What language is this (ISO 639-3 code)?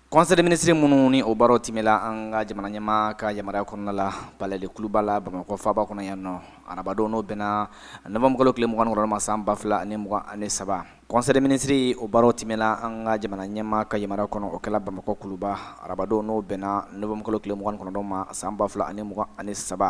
bam